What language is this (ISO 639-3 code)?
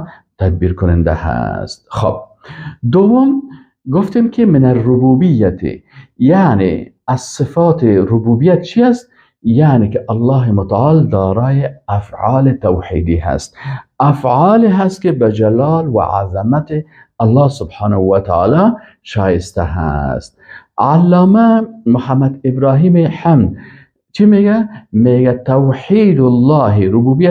fas